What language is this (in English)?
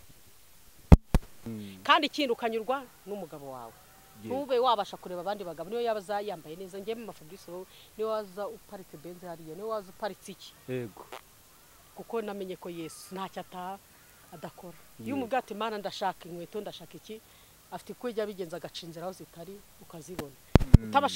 Kinyarwanda